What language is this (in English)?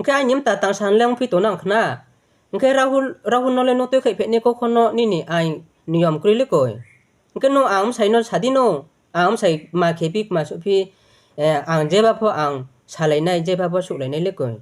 Riang (India)